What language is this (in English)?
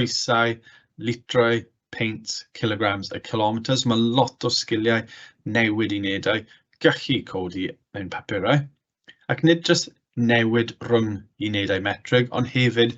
Welsh